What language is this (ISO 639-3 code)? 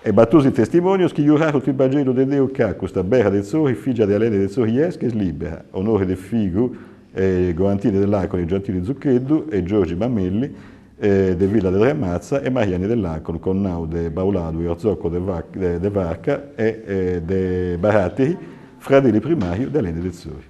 srd